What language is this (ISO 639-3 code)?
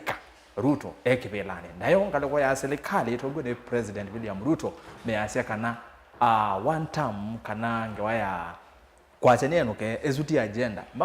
kam